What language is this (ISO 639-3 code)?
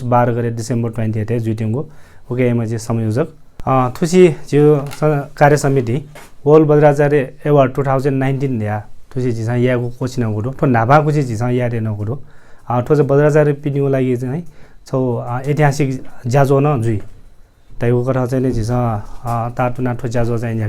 new